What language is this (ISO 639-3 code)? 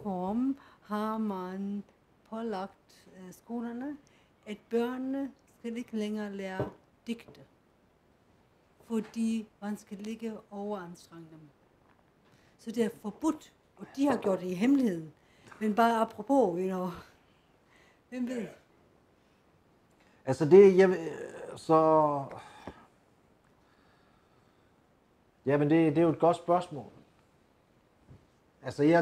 dan